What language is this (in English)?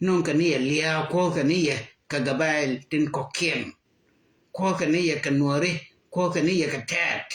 Nuer